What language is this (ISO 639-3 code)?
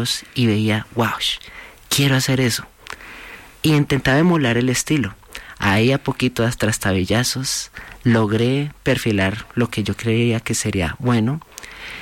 spa